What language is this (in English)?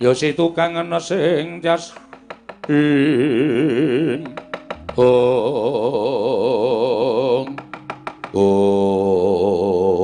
Javanese